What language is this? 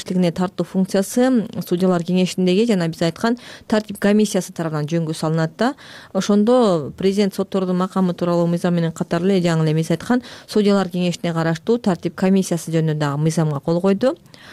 Kyrgyz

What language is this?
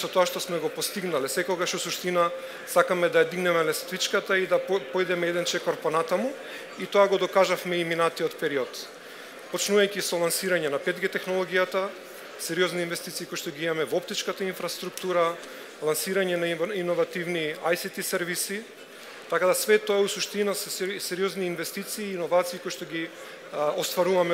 Macedonian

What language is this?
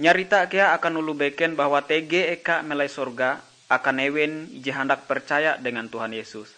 Ngaju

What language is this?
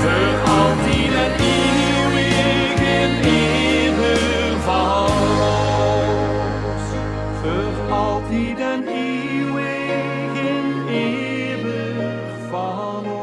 Limburgish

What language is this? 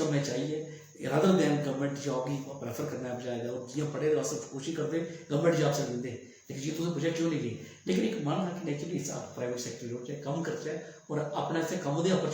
Dogri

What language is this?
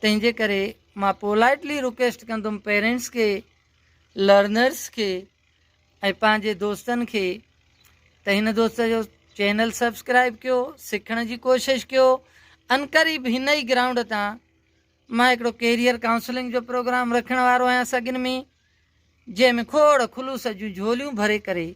Sindhi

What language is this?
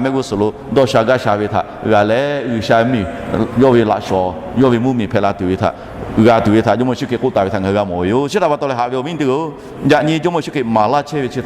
Lahu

